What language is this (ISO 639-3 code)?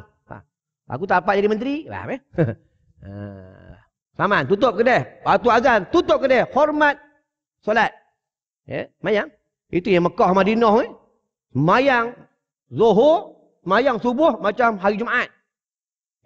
msa